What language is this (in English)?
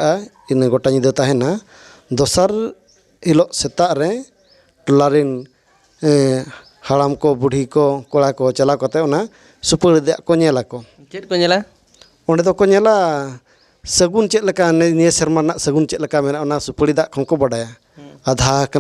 Santali